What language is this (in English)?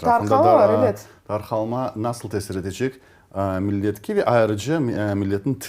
Crimean Tatar